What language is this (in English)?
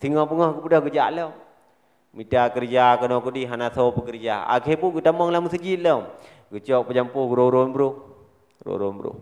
Achinese